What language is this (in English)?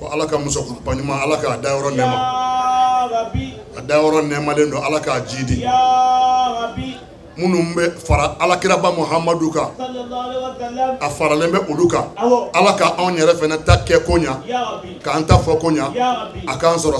Bambara